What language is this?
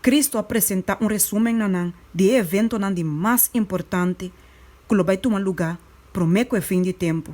Papiamento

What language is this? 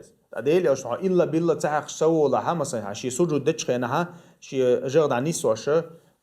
Chechen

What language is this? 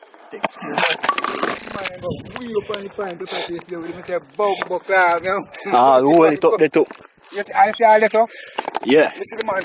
Jamaican Creole English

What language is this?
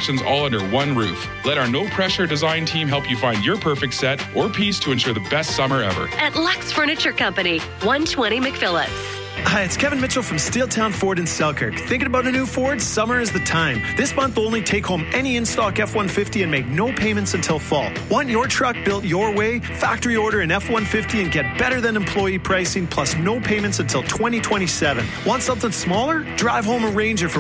English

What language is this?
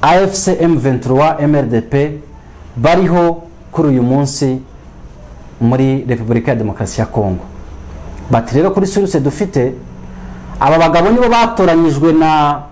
Kinyarwanda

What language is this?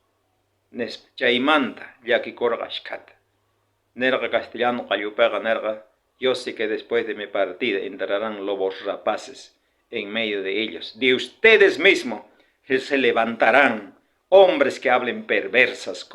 South Bolivian Quechua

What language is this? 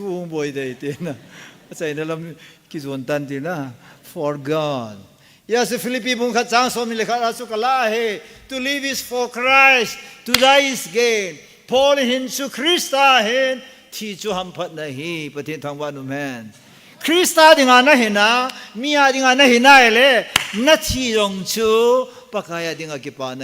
Thado Chin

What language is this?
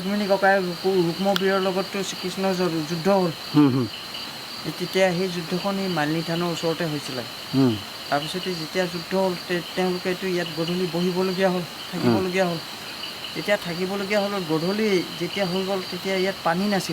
Assamese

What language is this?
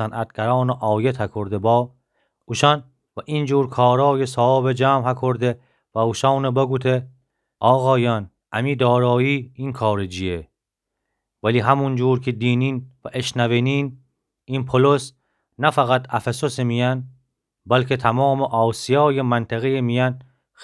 Gilaki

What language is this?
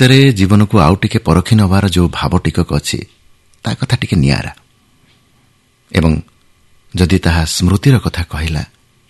Odia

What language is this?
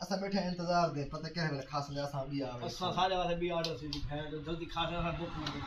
Saraiki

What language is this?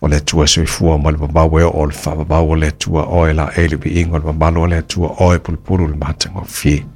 Samoan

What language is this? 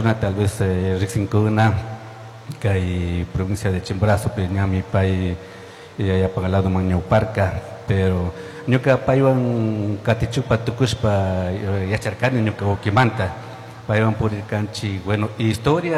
Chimborazo Highland Quichua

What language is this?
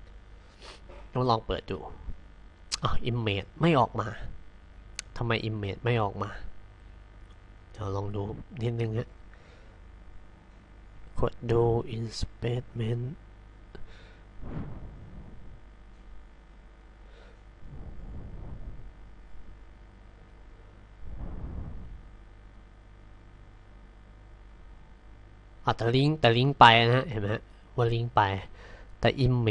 Thai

